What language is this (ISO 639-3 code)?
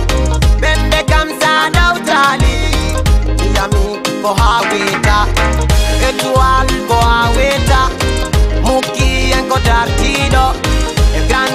ful